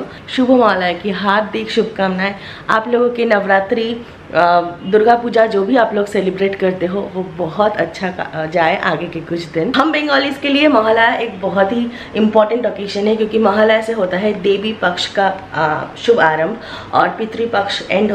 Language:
Hindi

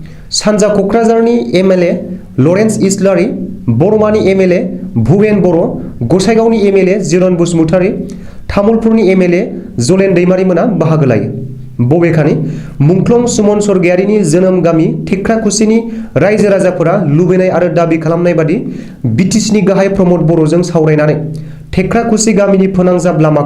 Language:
Bodo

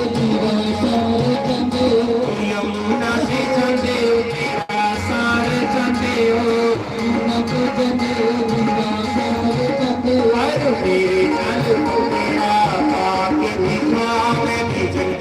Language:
Dogri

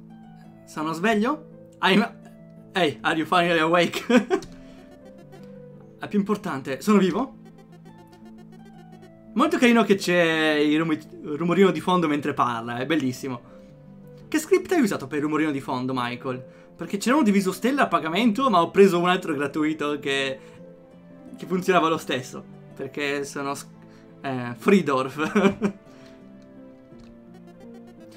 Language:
Italian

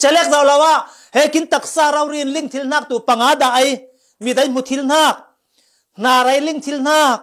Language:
Falam Chin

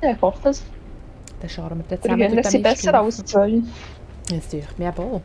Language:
Swiss German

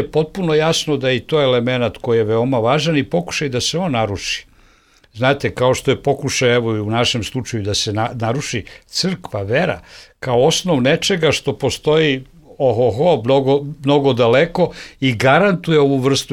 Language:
Bosnian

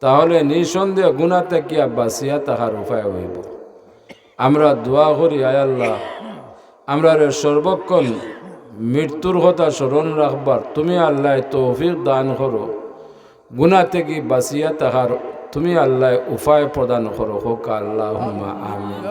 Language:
Sylheti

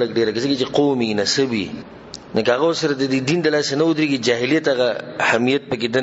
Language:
Pashto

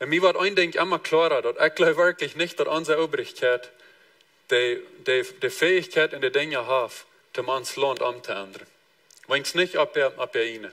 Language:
Plautdietsch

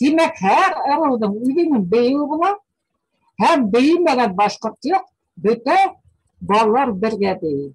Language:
Bashkir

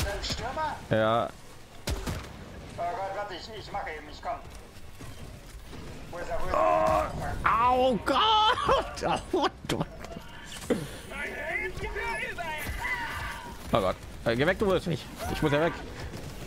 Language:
German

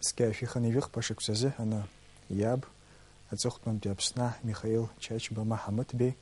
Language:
Abkhazian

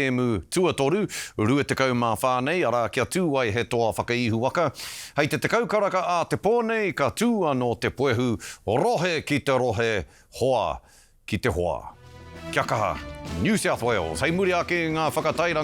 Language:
Māori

